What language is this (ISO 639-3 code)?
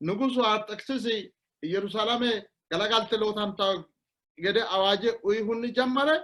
sid